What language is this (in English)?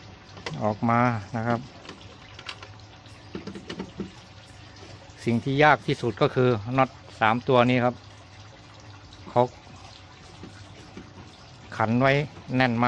Thai